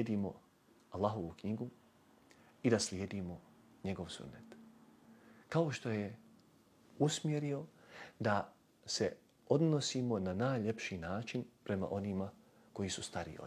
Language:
Bosnian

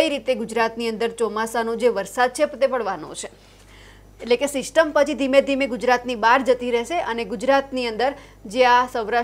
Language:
Gujarati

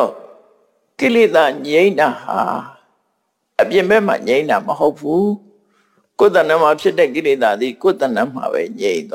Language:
Burmese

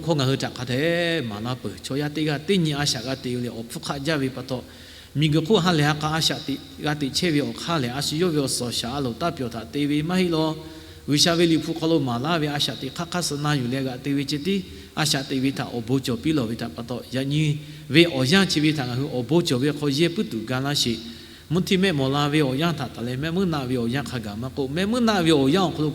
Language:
Lahu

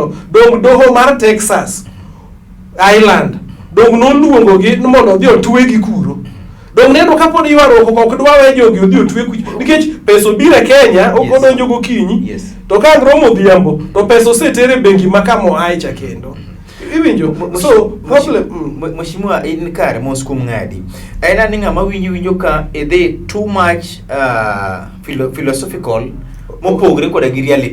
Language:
Luo (Kenya and Tanzania)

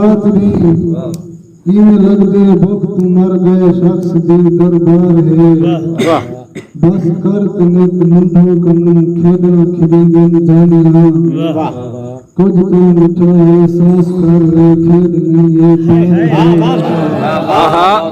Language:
Saraiki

